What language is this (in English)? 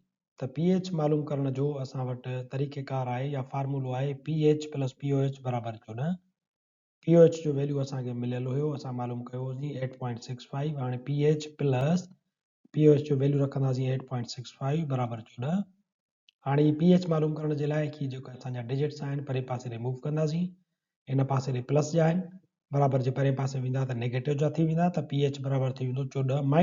Sindhi